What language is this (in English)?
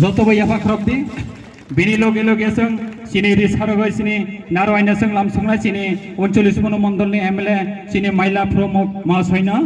Kok Borok